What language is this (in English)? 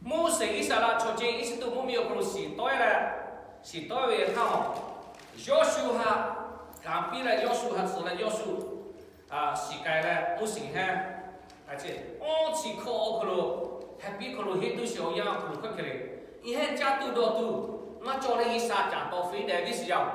Lahu